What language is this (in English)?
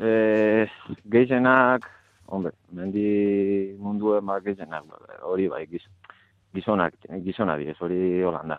Basque